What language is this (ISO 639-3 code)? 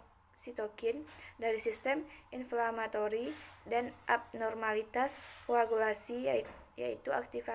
ind